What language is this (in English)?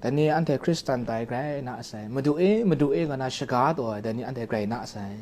Kachin